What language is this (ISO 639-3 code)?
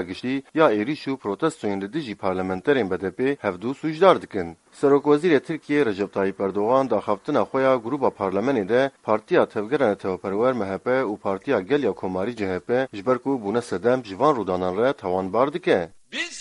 kur